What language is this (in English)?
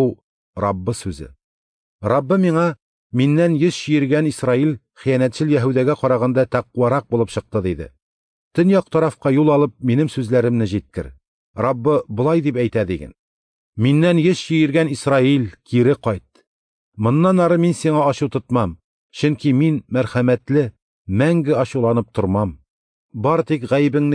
Tatar